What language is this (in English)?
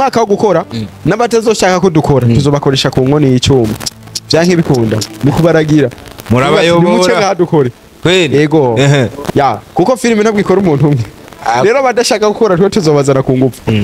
Rundi